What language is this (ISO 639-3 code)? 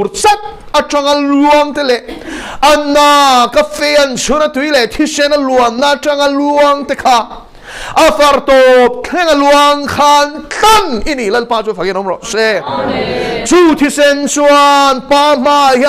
lus